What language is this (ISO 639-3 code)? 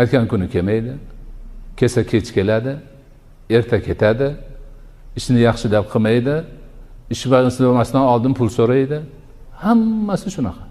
uzb